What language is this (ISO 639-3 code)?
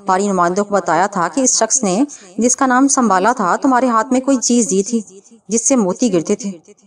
urd